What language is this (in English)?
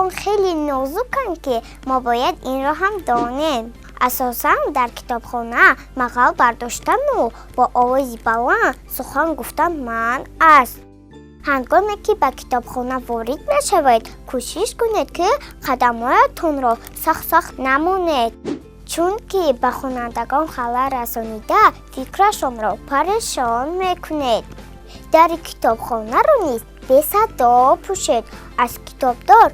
Tajik